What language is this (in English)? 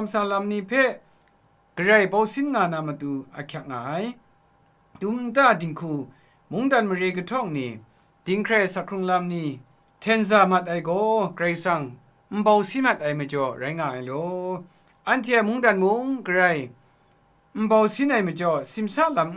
Kachin